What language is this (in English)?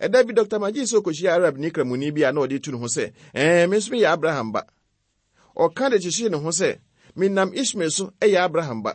Akan